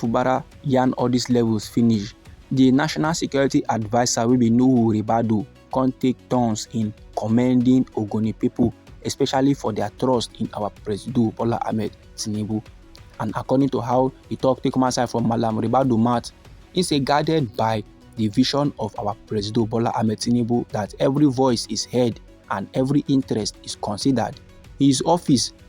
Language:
Nigerian Pidgin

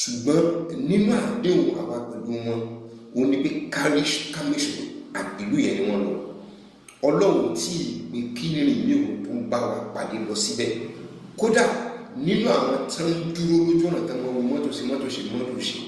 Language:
Yoruba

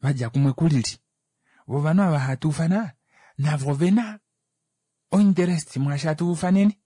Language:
Kuanyama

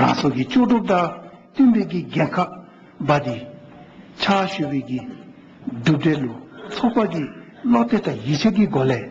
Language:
Dzongkha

